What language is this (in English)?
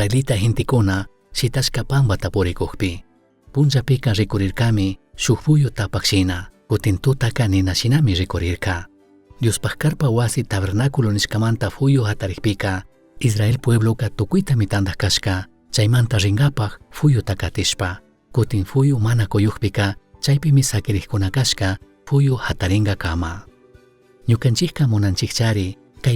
Chimborazo Highland Quichua